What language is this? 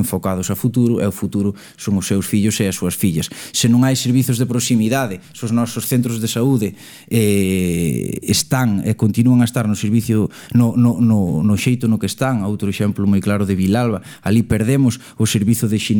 Galician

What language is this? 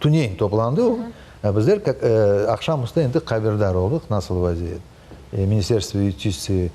Crimean Tatar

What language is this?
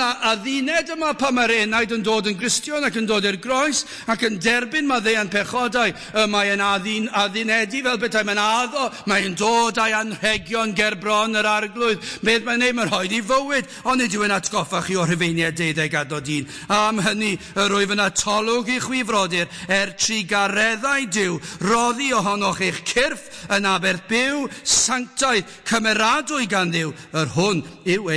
Welsh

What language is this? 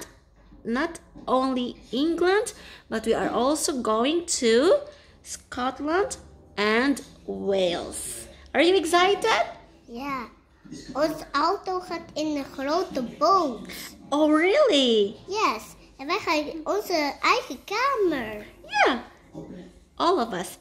English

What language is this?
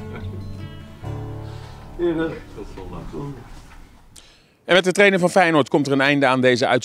Dutch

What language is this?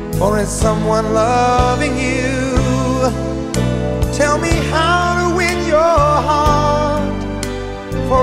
English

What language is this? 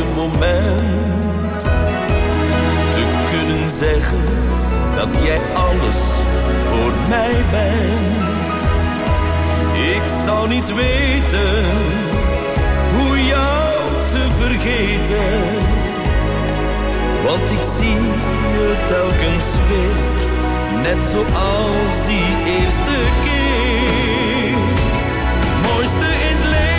Dutch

